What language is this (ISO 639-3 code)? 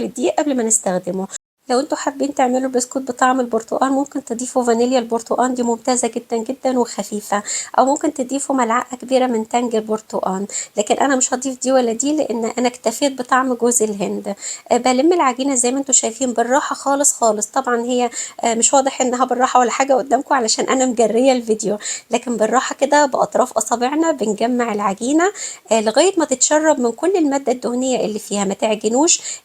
arz